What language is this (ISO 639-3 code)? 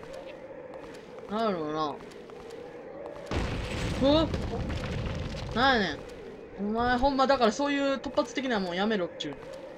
jpn